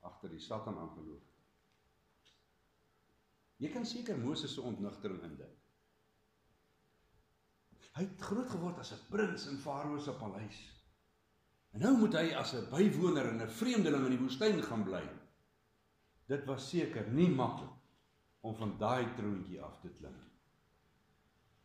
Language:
Afrikaans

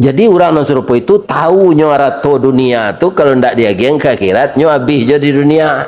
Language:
Minangkabau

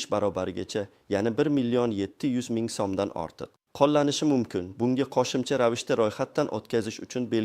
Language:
Uzbek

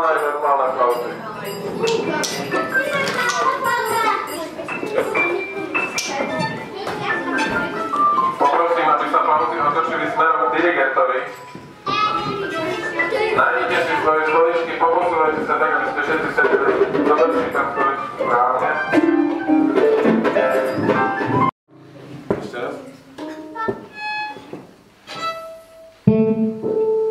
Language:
Slovak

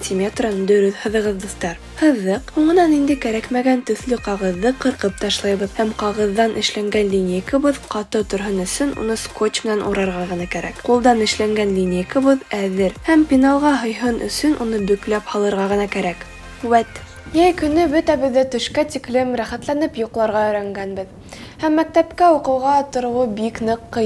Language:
Bashkir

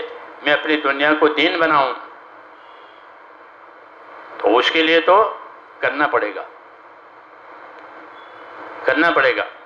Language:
Urdu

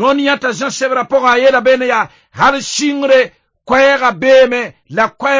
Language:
Mossi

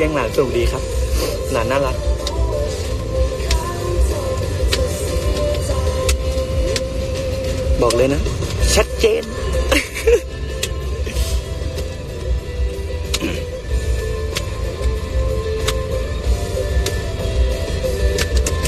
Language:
Thai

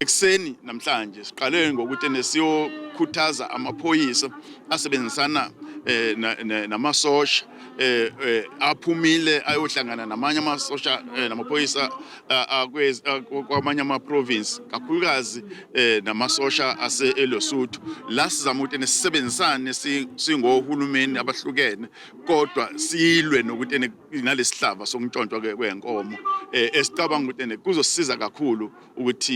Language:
Zulu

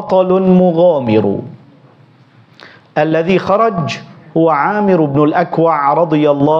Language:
Arabic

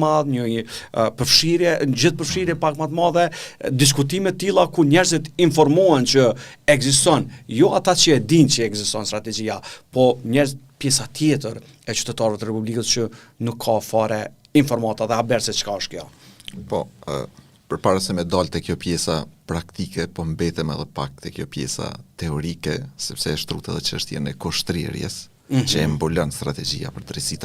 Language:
Albanian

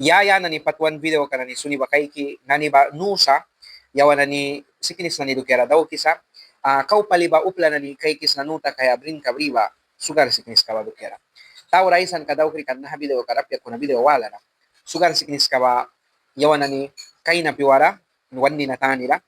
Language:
Mískito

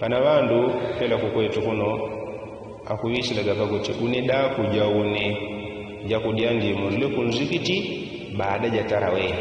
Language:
Yao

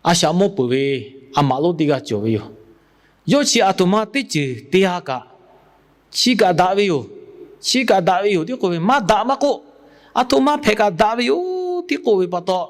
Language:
Lahu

